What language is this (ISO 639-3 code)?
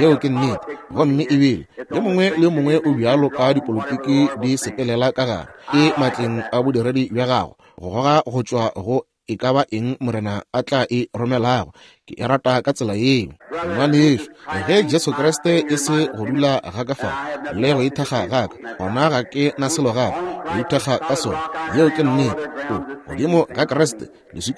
nso